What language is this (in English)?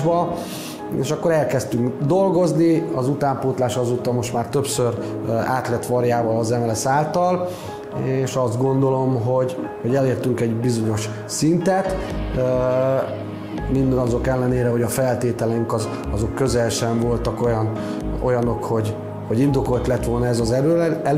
Hungarian